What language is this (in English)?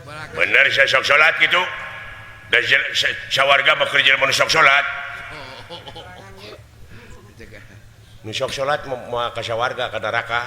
Sundanese